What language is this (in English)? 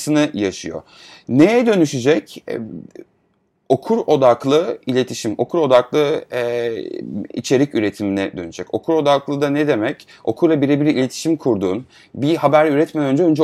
Turkish